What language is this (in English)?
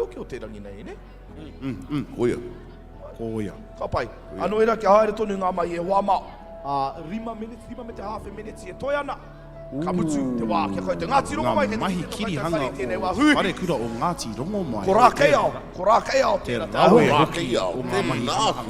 Māori